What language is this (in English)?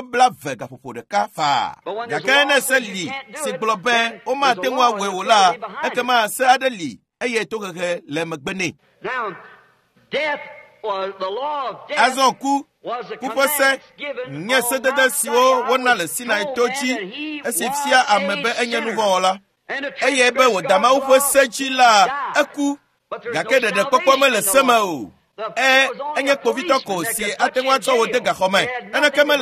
Ewe